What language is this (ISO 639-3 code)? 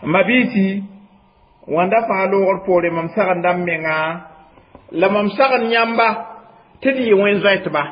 mos